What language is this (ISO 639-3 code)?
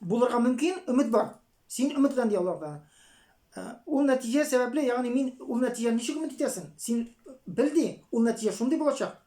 tat